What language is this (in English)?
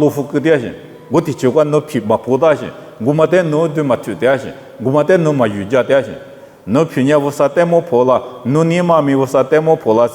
Lisu